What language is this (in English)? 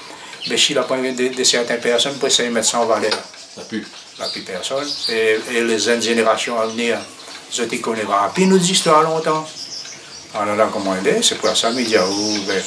Réunion Creole French